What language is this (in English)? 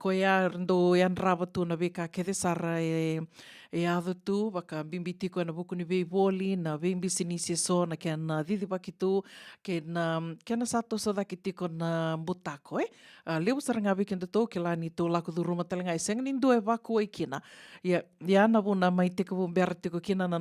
Fijian